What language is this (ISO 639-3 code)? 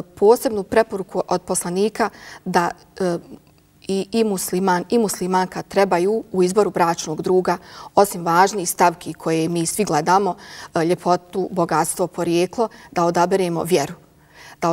bos